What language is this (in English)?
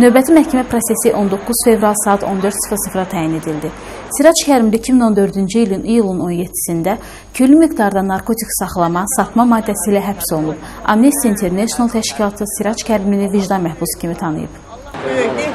Azerbaijani